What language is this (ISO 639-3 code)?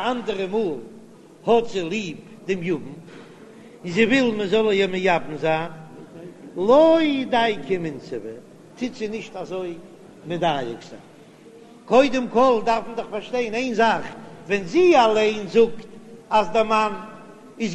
yid